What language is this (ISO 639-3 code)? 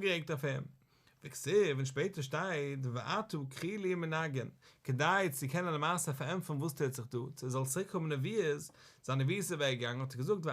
yid